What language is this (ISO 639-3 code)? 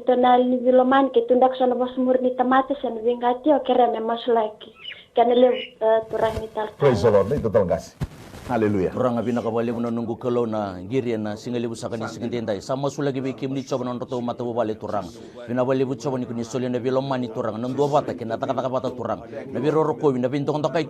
fij